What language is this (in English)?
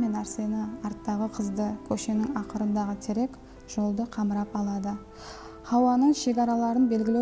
Kara-Kalpak